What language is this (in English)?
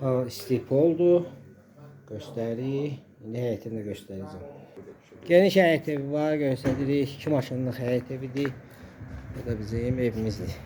Azerbaijani